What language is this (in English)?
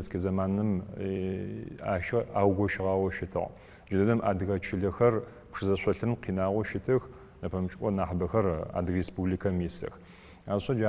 Adyghe